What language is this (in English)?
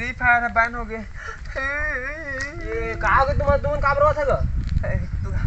Chhattisgarhi